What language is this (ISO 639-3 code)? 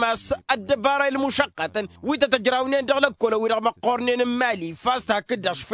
taq